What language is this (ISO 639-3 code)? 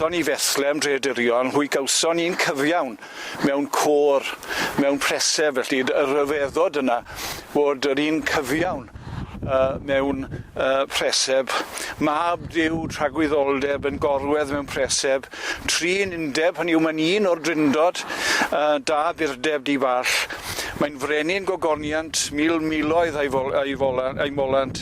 cym